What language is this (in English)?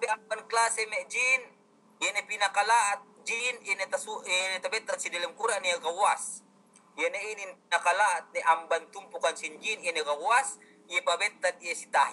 Yakan